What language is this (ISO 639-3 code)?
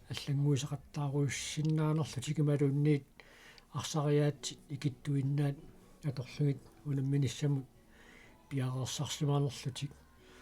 kal